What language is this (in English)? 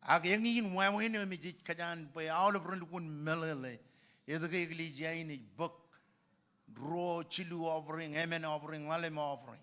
Marshallese